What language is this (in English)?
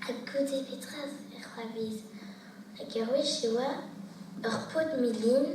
Breton